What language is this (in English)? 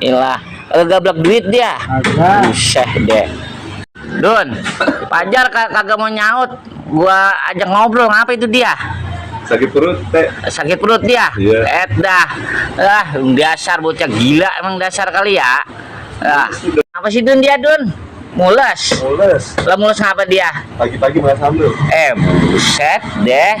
Betawi